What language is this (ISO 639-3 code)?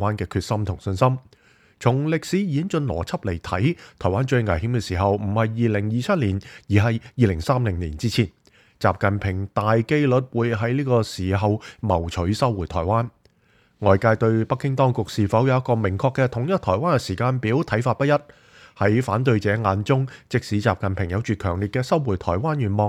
yue